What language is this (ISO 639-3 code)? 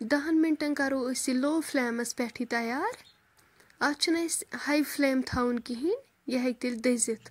kas